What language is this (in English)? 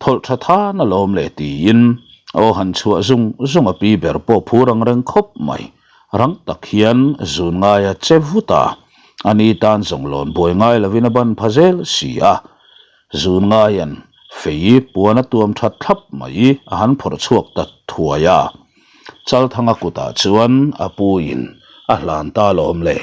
Mizo